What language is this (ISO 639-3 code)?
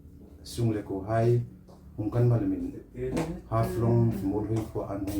hmr